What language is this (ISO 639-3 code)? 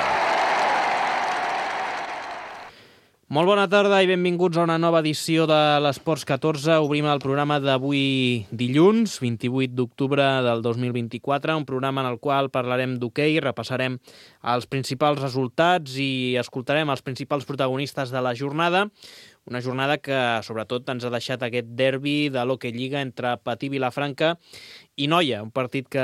cat